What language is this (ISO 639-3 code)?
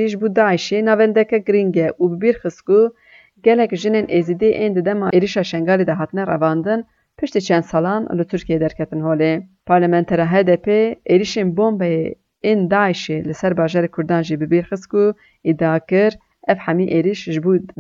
kur